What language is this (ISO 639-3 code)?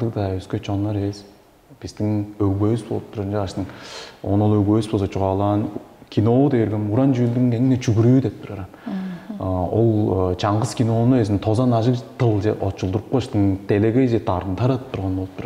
tyv